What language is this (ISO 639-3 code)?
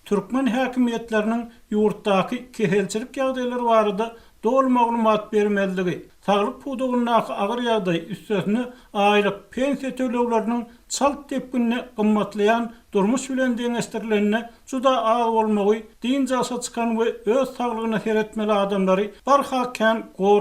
tuk